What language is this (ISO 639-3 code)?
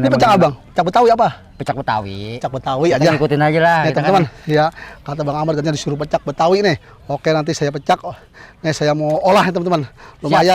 bew